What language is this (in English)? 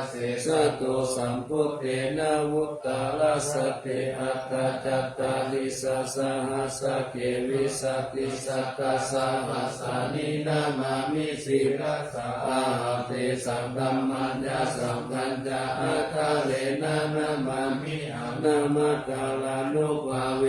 Pali